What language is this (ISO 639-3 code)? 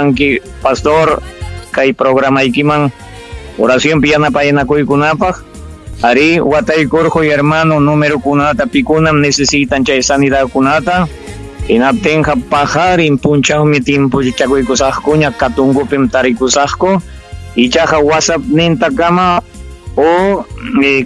quy